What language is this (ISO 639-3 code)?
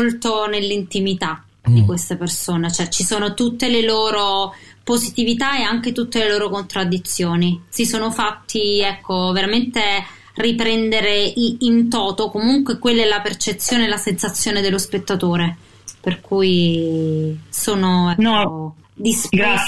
ita